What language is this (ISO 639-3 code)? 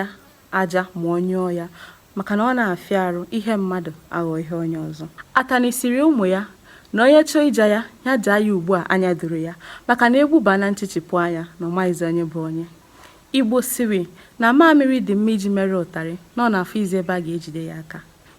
ibo